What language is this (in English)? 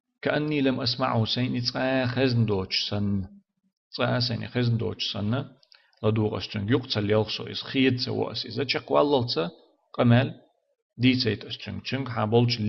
Chechen